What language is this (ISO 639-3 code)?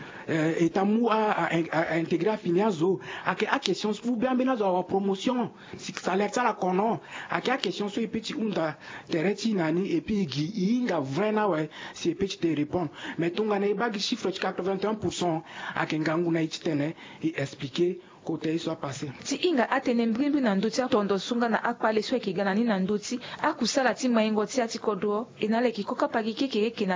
sag